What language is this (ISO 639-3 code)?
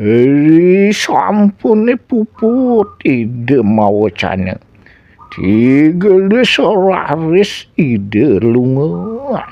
ban